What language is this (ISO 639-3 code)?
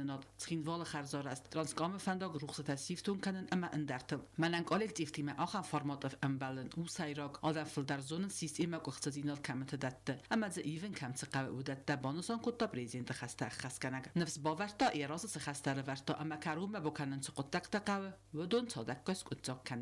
oss